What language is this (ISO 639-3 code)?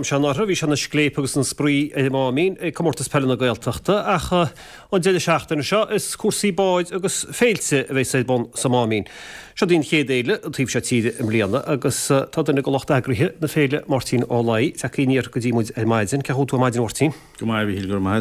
gle